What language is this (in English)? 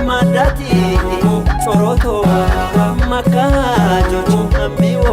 Kafa